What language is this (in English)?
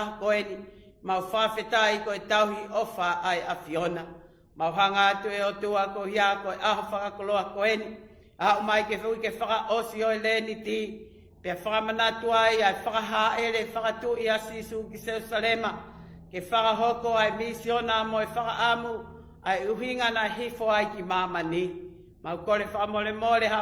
Tongan